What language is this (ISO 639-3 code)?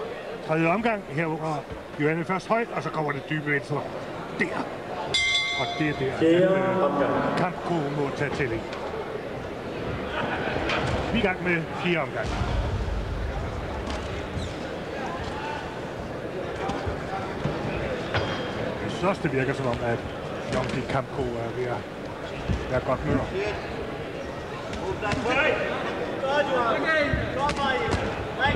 dan